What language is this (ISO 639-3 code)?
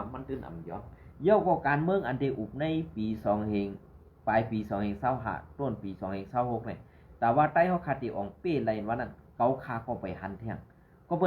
shn